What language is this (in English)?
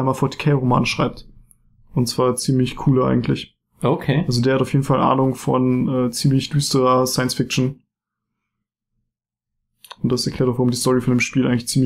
German